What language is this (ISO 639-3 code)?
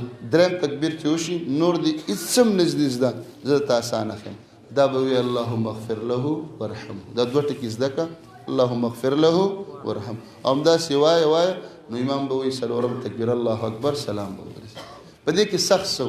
pus